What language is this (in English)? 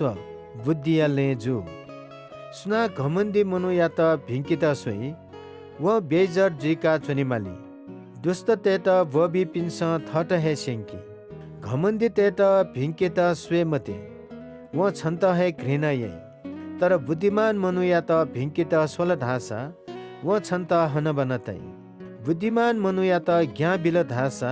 Newari